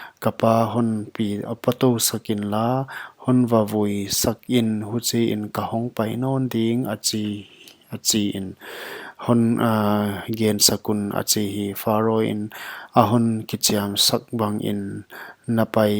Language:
Paite Chin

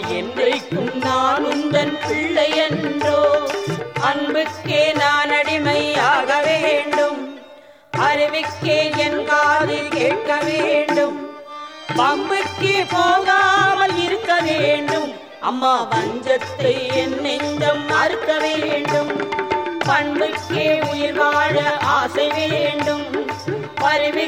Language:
Tamil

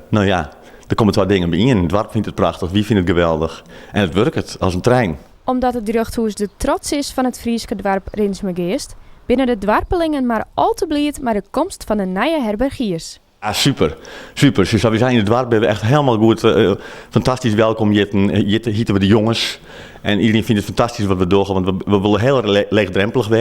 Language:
Western Frisian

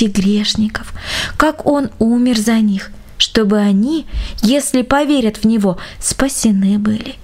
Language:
Russian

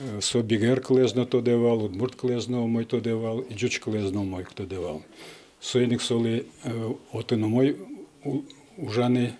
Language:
Udmurt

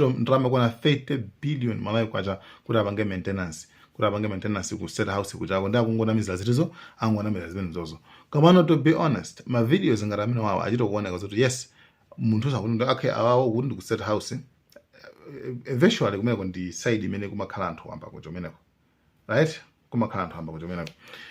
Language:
Nyanja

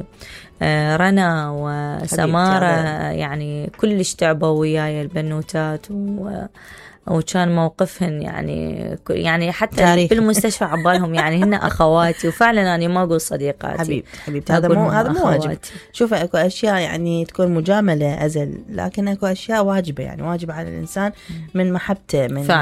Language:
Mesopotamian Arabic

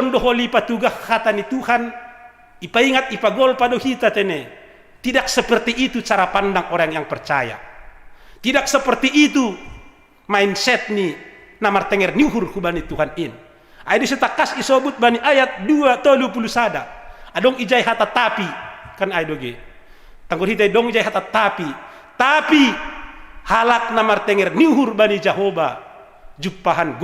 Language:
Batak Simalungun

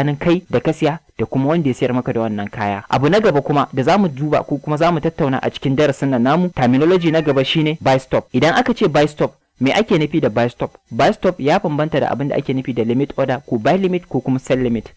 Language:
Hausa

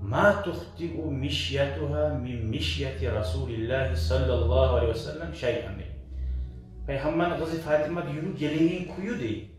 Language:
Kumyk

